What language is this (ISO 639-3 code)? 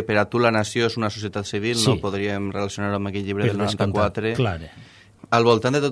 cat